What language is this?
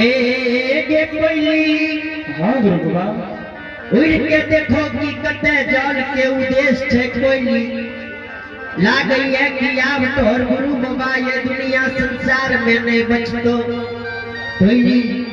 Angika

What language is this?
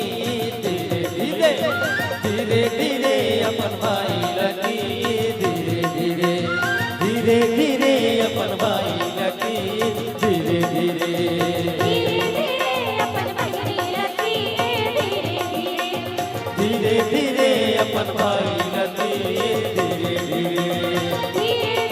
Chhattisgarhi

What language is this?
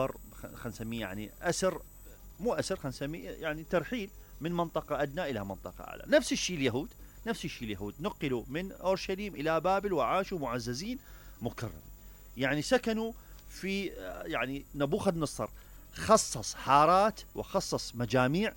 Mesopotamian Arabic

